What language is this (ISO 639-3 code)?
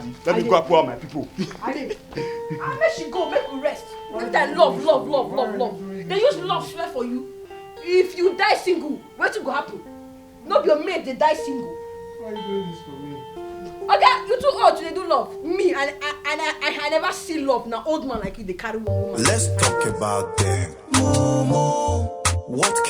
pcm